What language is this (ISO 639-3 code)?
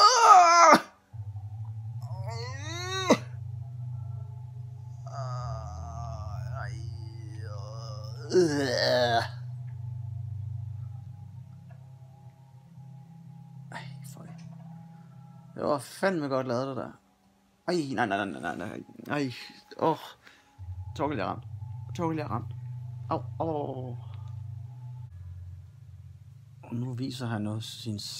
dan